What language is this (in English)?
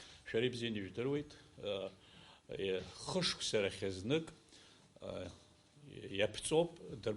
Abkhazian